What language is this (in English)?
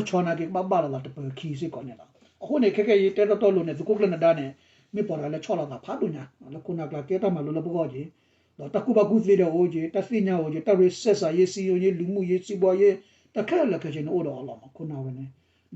S'gaw Karen